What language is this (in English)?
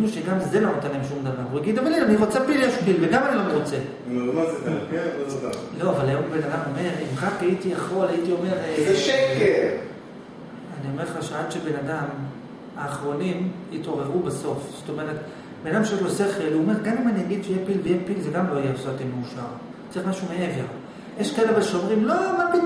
Hebrew